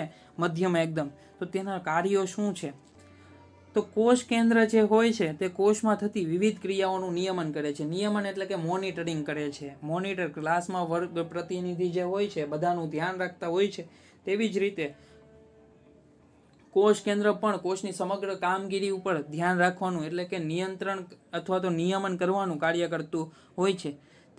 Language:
Gujarati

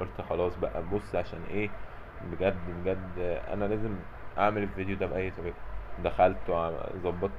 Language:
Egyptian Arabic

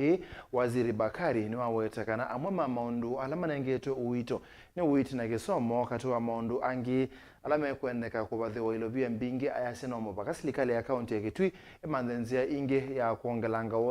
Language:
Kamba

